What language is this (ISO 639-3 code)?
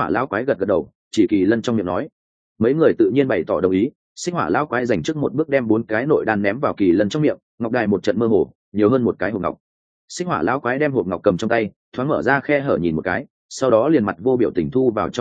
vie